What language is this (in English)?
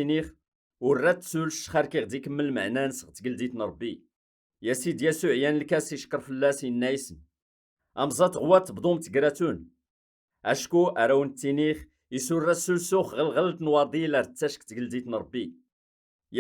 Kabyle